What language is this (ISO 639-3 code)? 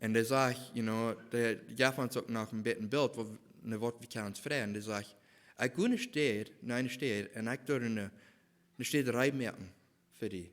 pdt